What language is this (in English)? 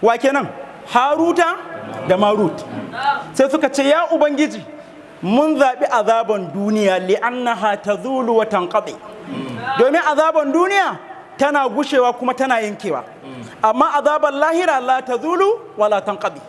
Hausa